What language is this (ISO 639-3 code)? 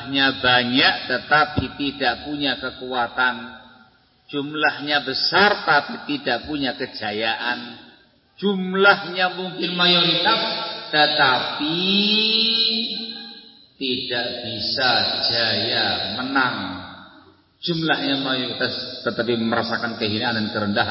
ind